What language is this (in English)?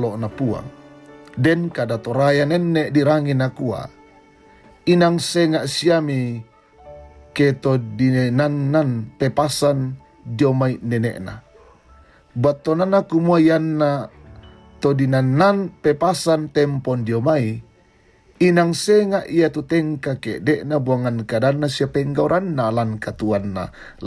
Toraja-Sa'dan